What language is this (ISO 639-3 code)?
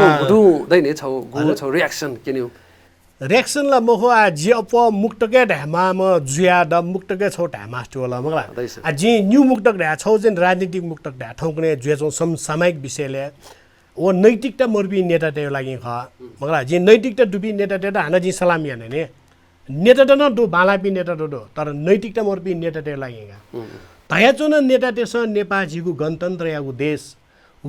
new